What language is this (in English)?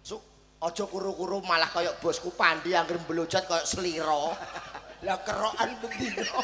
Javanese